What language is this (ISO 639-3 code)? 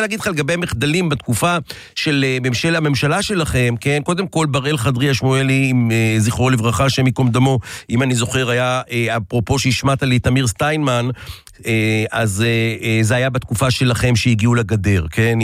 heb